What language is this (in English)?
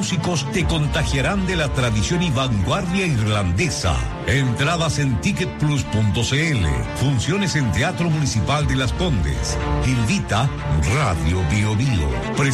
Spanish